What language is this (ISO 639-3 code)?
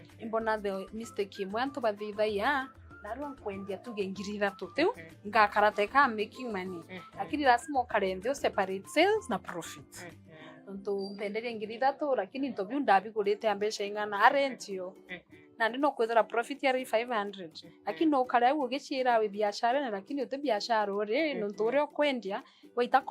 mer